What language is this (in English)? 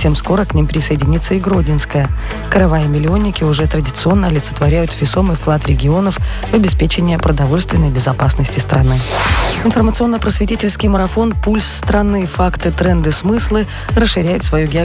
Russian